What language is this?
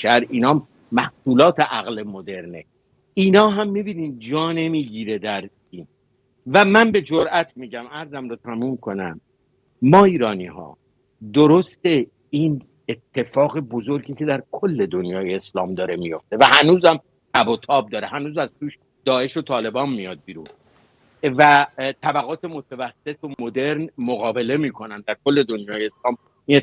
Persian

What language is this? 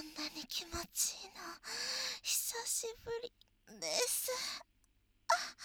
Japanese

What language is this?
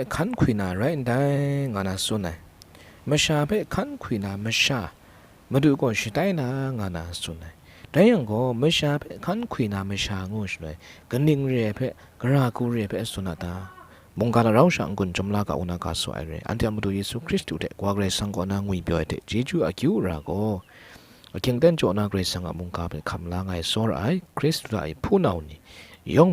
Kachin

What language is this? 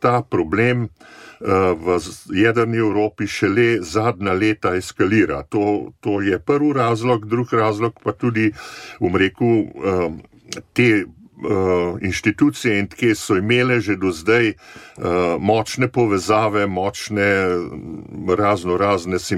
Slovenian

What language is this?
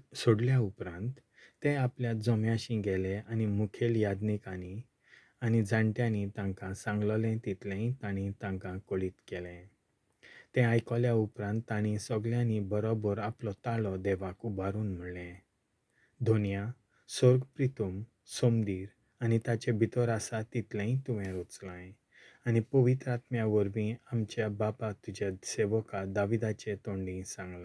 Konkani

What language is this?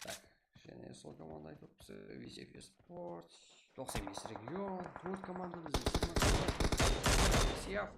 Kara-Kalpak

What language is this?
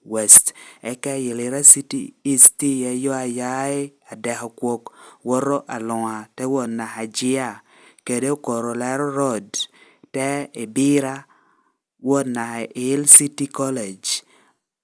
Lango (Uganda)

